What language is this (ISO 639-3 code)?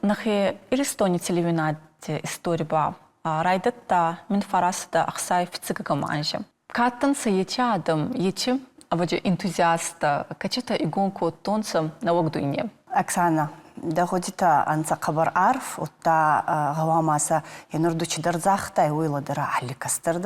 oss